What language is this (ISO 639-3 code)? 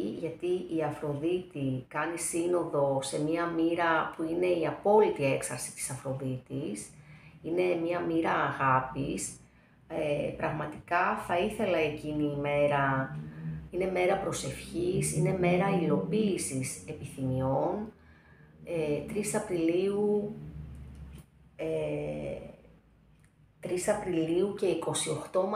ell